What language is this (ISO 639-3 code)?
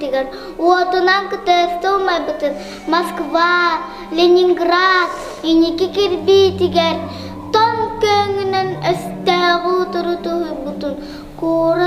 sah